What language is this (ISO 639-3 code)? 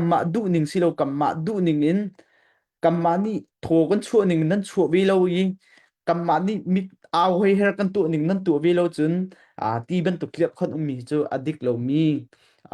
cnh